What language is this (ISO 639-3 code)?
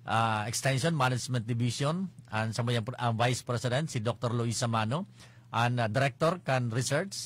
bik